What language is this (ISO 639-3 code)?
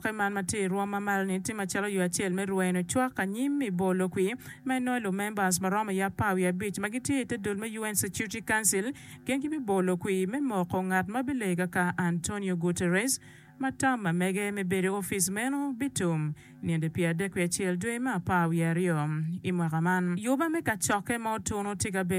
ach